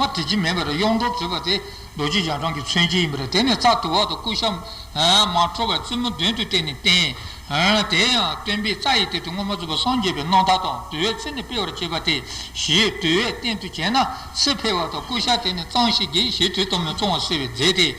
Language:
Tibetan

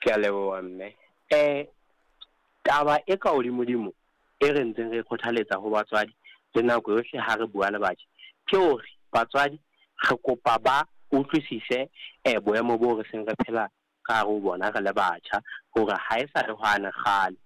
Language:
Southern Sotho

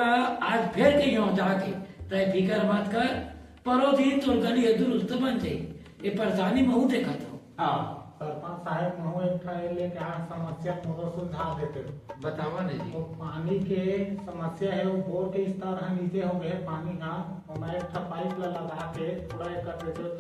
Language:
Chhattisgarhi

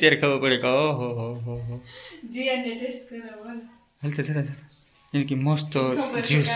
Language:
Gujarati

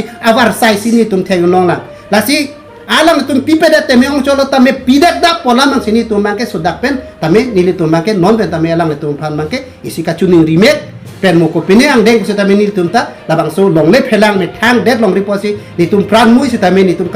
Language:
Karbi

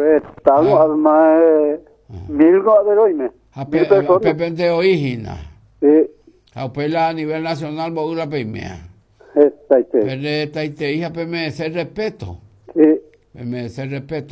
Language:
Guarani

